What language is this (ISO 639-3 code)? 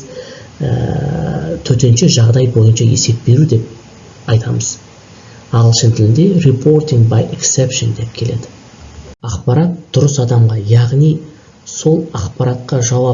kaz